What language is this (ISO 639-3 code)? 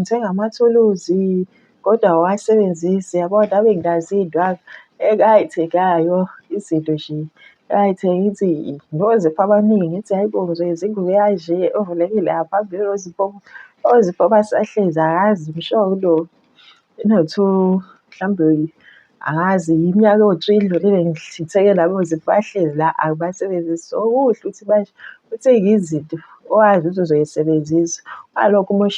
zul